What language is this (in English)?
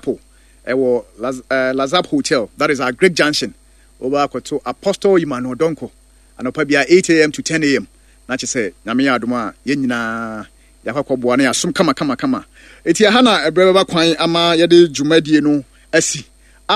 Akan